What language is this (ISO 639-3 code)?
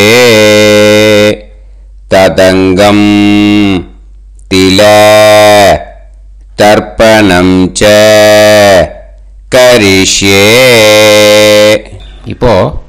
tam